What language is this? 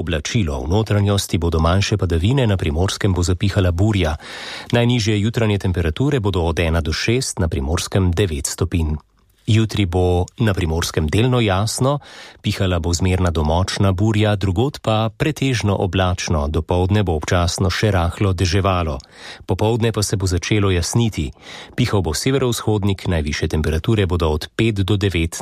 Slovenian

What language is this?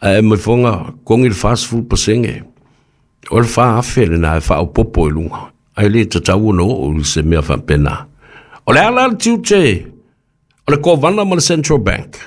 Samoan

